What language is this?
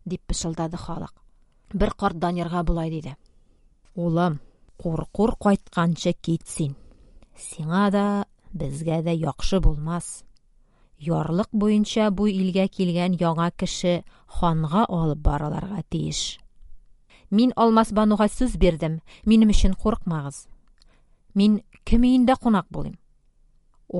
Tatar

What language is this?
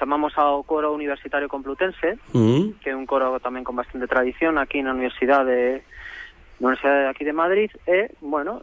Galician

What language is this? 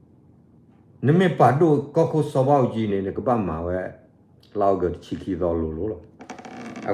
S'gaw Karen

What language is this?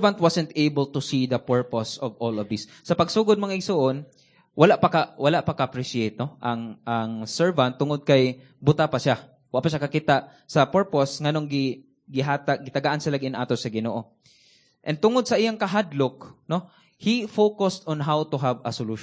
Cebuano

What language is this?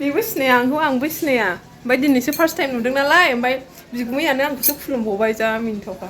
Bodo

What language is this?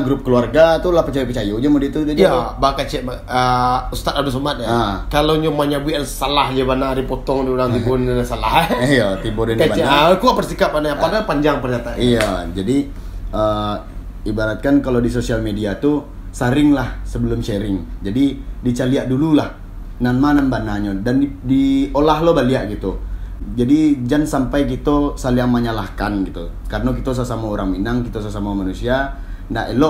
Minangkabau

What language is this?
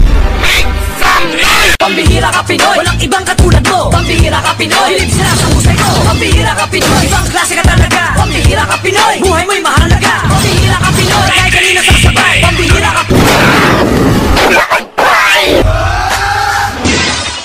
Filipino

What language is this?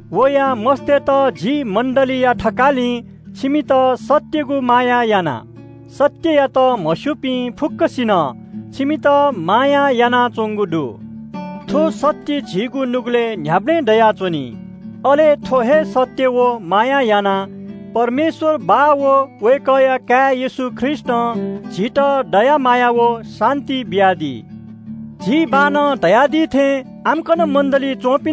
Newari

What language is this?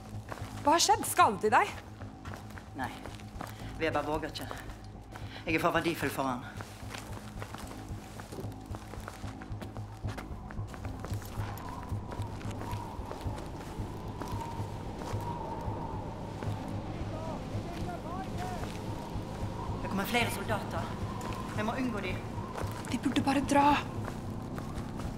Norwegian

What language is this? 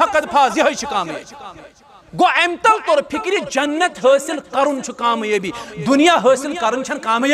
Kashmiri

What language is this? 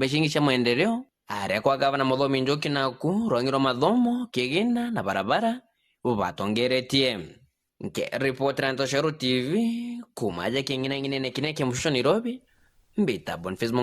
Meru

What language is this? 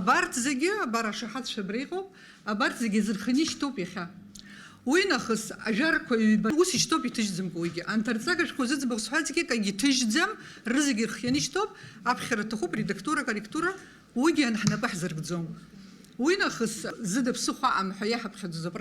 Abkhazian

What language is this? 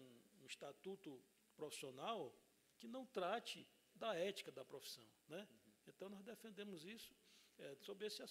Portuguese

